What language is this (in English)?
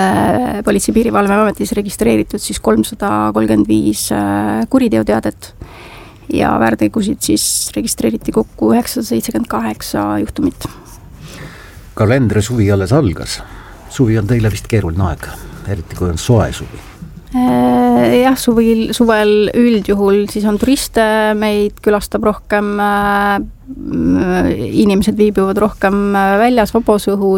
Estonian